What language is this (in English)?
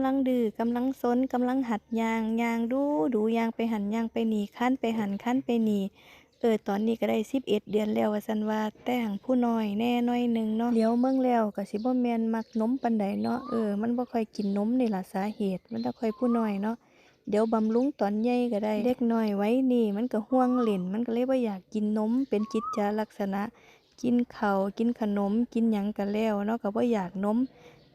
Northeastern Thai